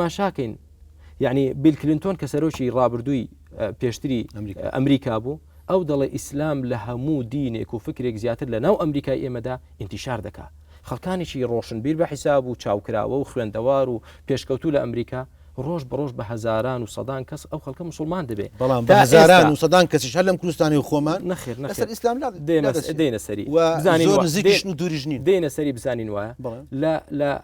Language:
Central Kurdish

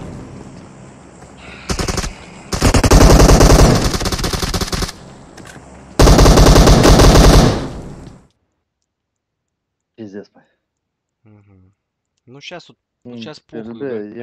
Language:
Russian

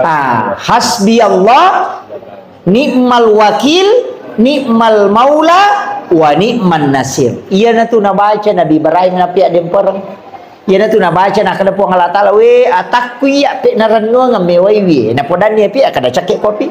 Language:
Buginese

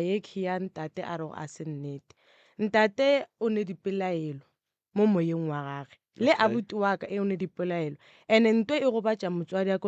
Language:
Northern Sotho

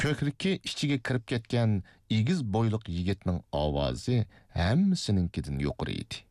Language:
Uyghur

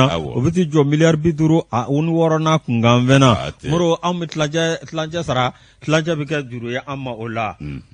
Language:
Bambara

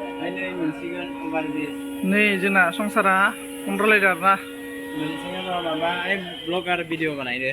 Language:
Bodo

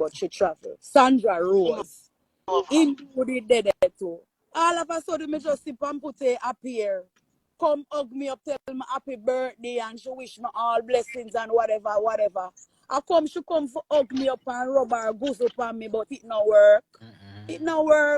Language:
Jamaican Creole English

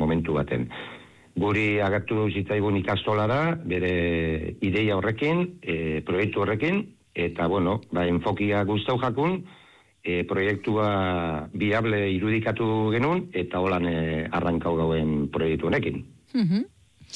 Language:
Basque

